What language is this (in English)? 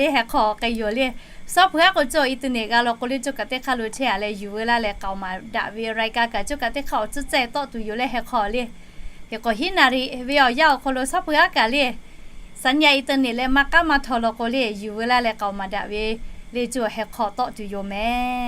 Lahu